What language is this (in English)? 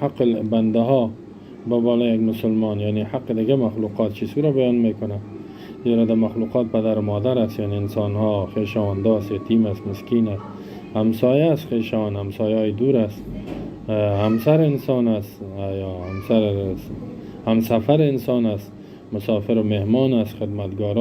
Persian